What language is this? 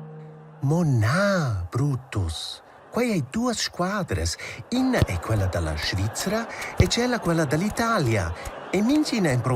Romansh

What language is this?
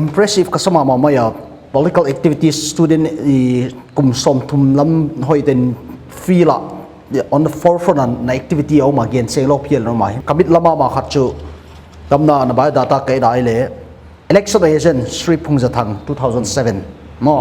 Paite Chin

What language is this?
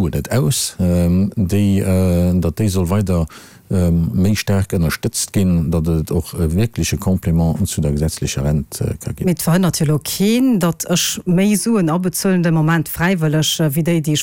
Luxembourgish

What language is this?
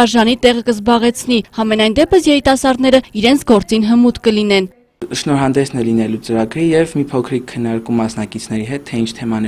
Armenian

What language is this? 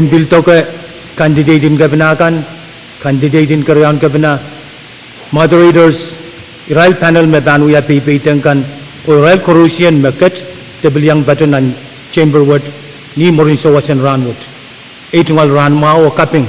Pohnpeian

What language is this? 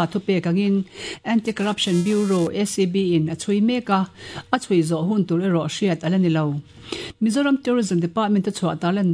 Mizo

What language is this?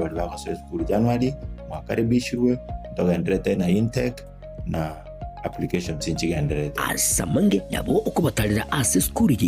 Gusii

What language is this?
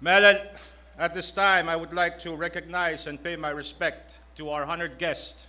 Pohnpeian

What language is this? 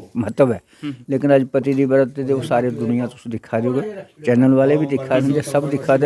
Dogri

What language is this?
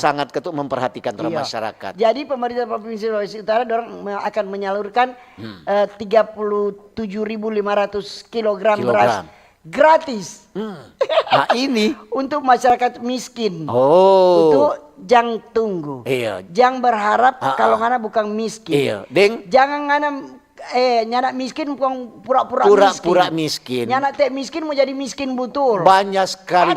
Manado Malay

